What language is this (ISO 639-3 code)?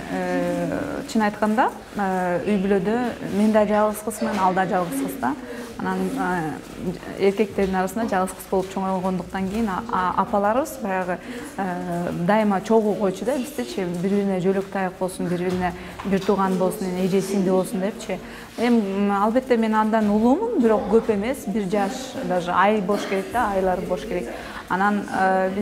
kir